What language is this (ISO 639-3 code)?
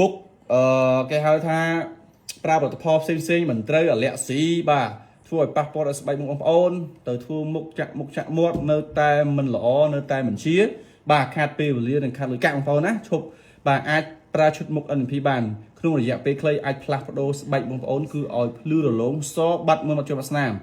khm